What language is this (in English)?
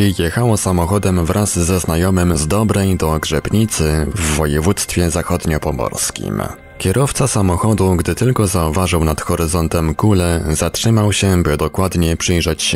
Polish